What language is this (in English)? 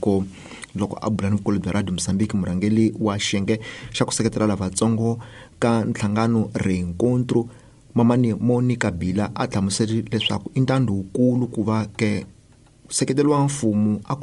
Tsonga